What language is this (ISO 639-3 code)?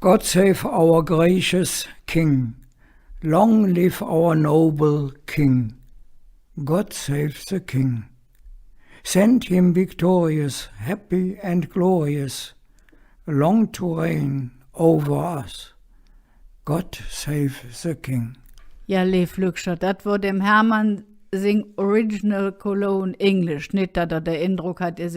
ksh